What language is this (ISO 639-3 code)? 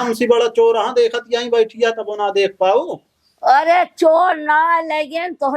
awa